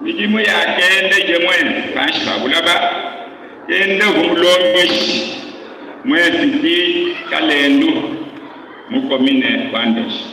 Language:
Luba-Lulua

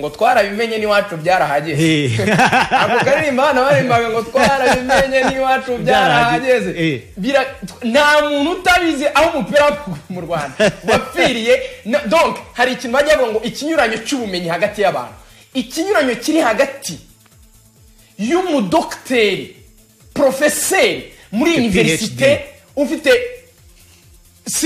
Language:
Kinyarwanda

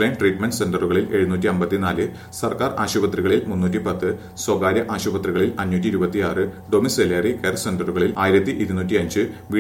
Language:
Malayalam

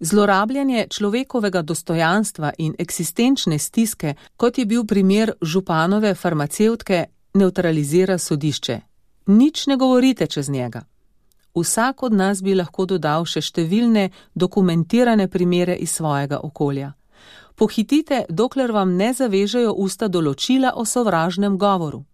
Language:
Slovenian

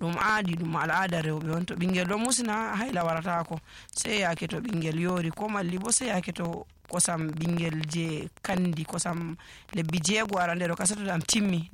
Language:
Fula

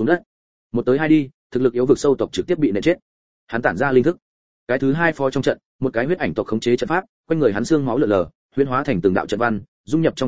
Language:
Vietnamese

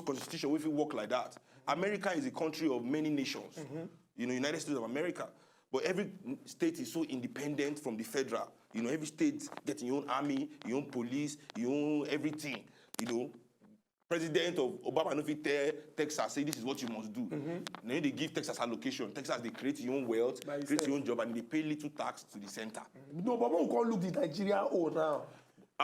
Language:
Nigerian Pidgin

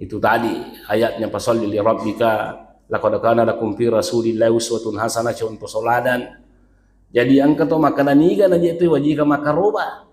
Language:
Buginese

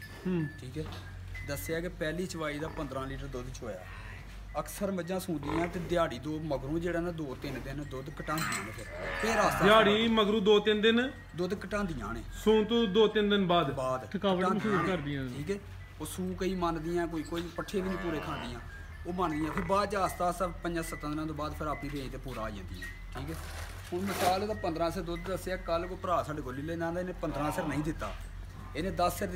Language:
Punjabi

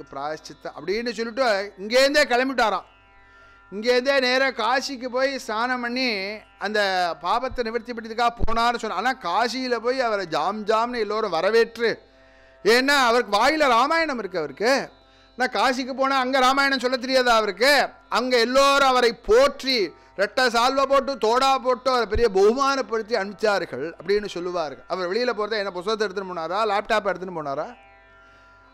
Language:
Tamil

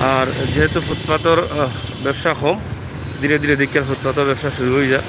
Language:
Sylheti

